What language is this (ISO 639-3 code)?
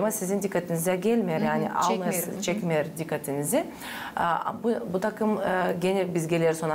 gag